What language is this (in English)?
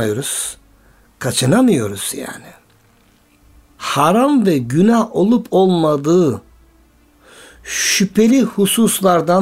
Turkish